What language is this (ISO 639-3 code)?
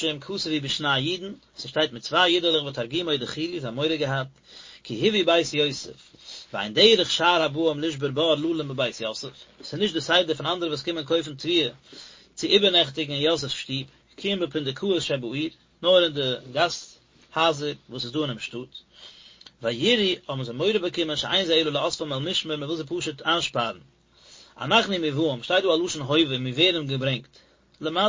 yid